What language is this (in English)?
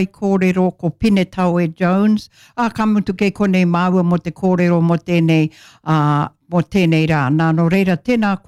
Māori